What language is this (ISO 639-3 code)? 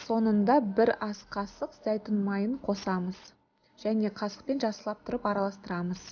kaz